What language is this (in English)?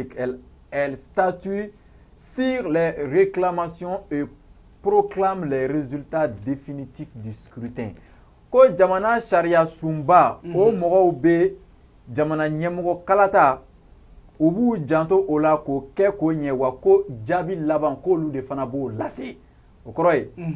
Bambara